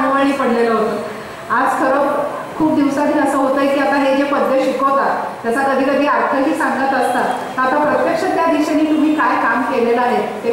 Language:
Marathi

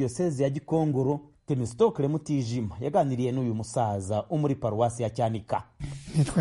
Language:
Kinyarwanda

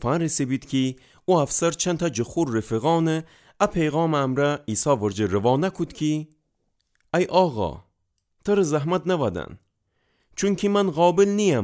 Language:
Gilaki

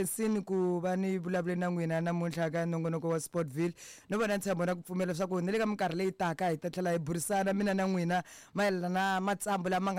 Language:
Tsonga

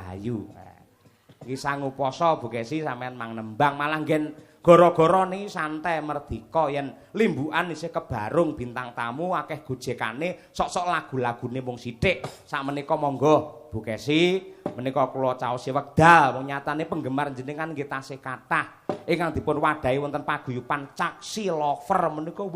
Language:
Javanese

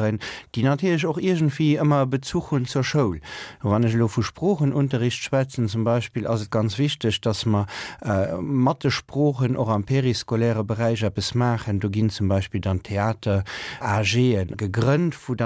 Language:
Luxembourgish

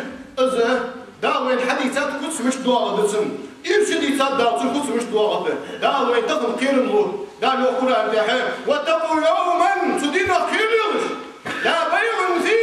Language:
Ingush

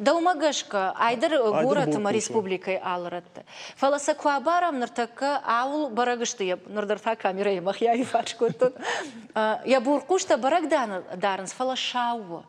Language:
Ossetic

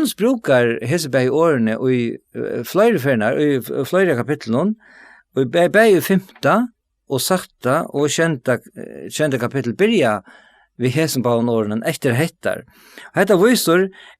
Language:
Faroese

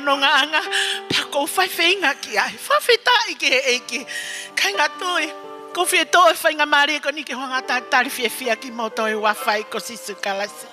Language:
Tongan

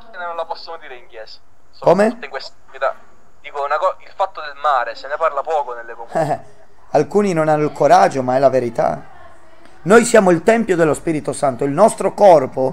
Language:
Italian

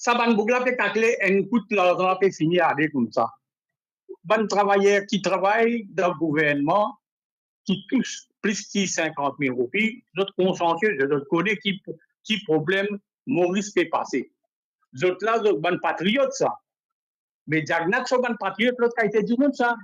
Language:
Morisyen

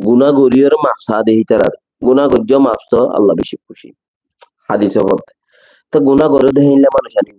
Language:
Rohingya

